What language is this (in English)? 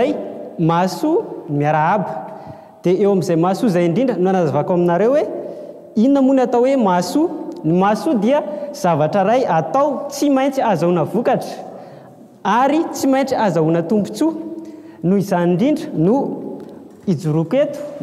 Malagasy